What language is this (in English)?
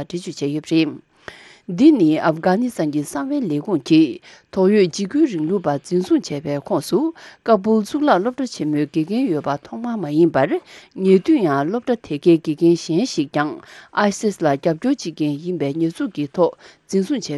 Tibetan